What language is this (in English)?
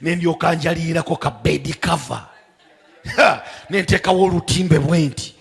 Ganda